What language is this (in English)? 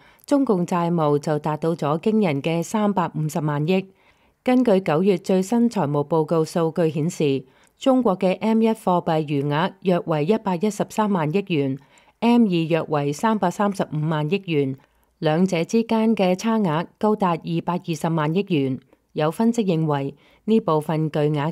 Cantonese